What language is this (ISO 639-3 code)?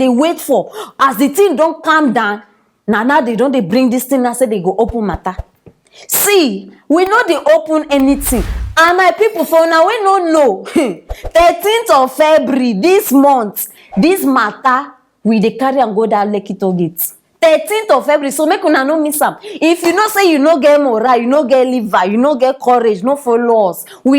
pcm